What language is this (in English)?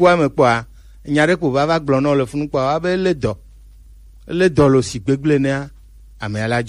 Gen